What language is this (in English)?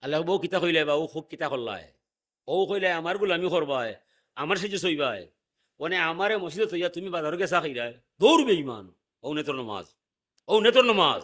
Sylheti